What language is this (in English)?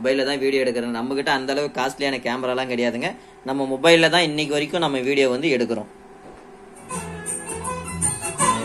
Tamil